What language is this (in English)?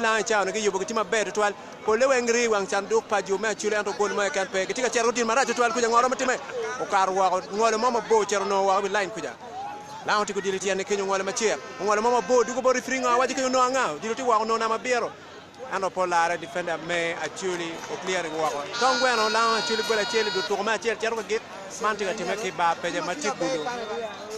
Acoli